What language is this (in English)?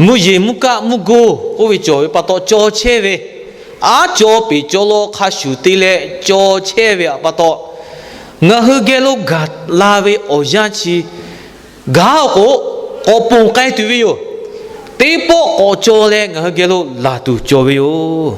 Lahu